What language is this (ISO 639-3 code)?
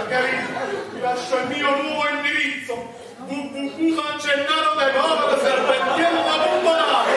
nap